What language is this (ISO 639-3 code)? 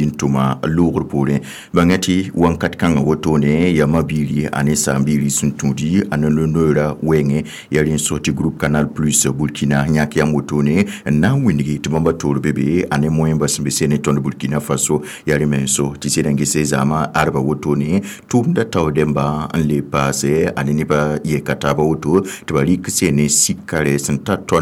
mos